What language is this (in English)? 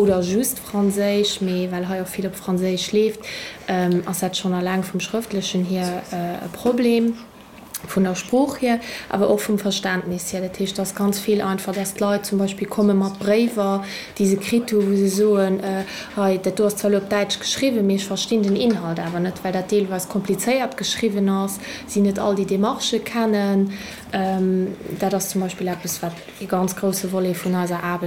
Luxembourgish